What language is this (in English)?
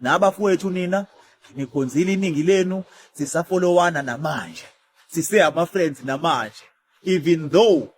Zulu